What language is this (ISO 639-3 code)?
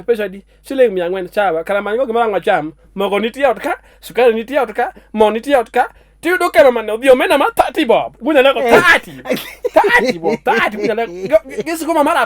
luo